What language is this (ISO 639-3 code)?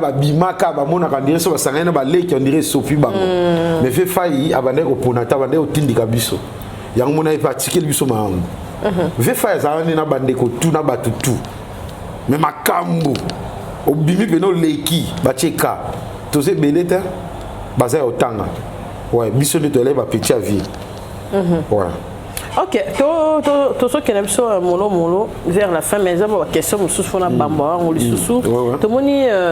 lin